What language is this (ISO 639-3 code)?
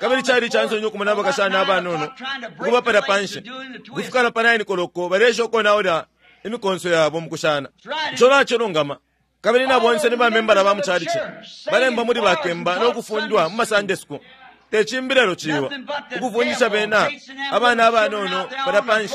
bem